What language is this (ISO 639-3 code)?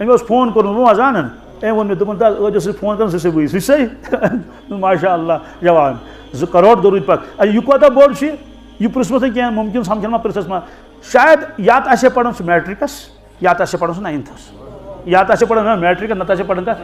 kas